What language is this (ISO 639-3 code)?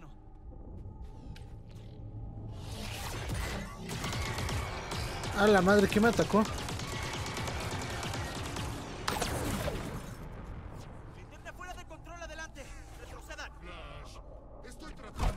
spa